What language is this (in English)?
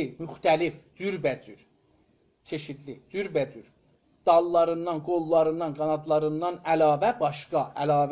South Azerbaijani